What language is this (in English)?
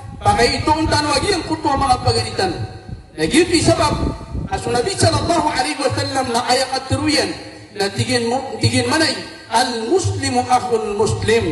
Maranao